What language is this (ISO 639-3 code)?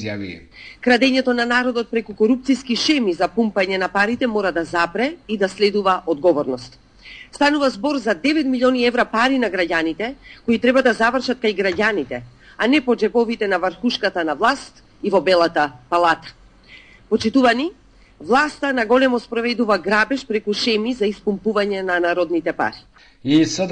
mkd